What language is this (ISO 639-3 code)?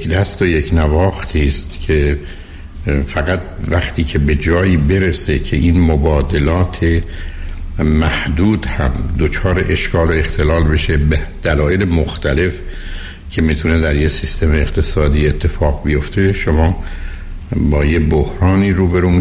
fas